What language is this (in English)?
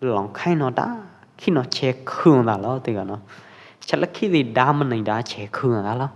Pwo Eastern Karen